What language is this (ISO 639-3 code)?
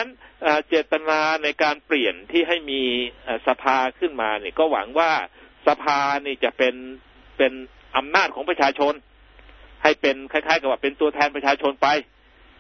tha